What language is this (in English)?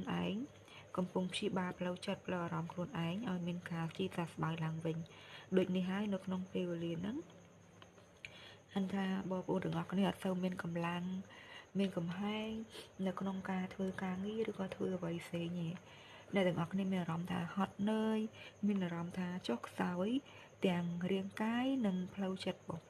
Khmer